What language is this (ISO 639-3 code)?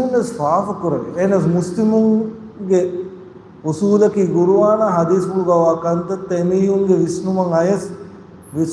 div